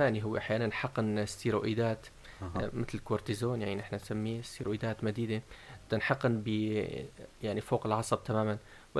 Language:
North Levantine Arabic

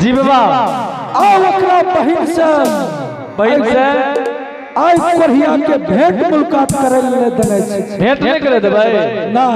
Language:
Angika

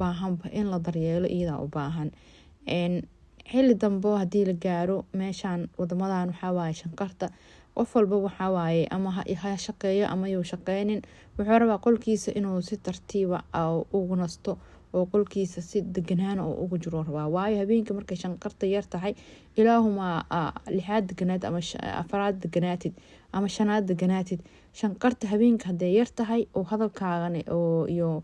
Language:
Somali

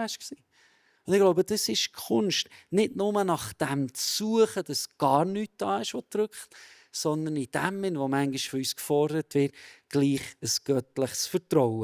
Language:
Swiss German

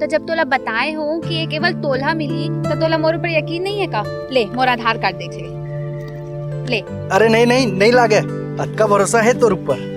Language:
Chhattisgarhi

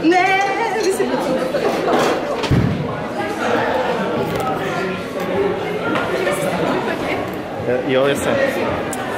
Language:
Czech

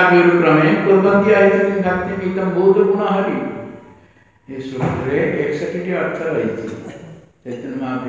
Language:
Odia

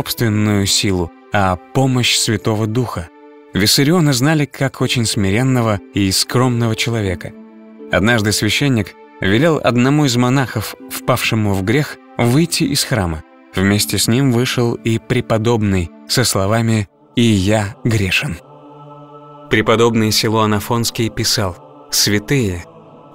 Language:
Russian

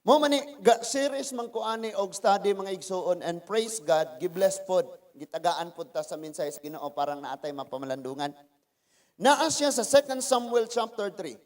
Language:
Cebuano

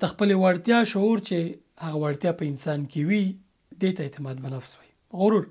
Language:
Pashto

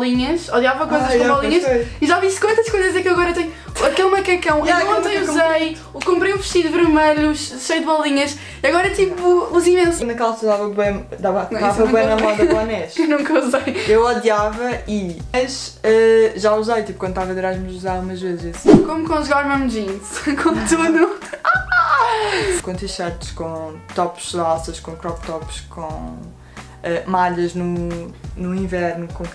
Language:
Portuguese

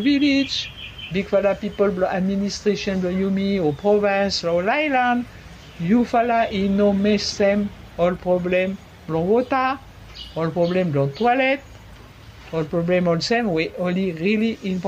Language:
Bislama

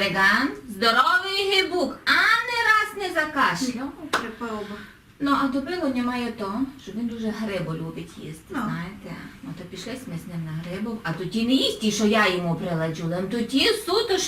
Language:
Rusyn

